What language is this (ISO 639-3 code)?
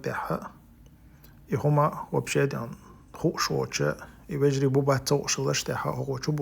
che